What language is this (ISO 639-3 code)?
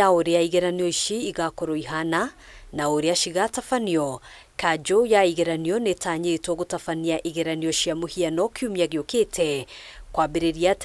kik